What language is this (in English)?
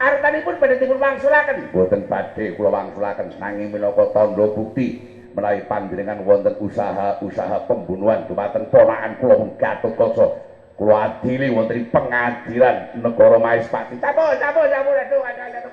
Javanese